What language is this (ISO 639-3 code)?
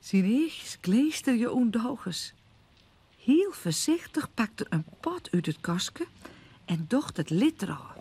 fry